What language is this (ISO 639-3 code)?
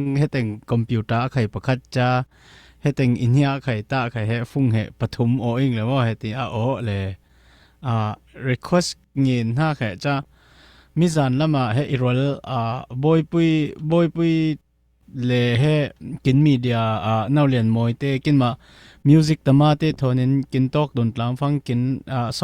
cfm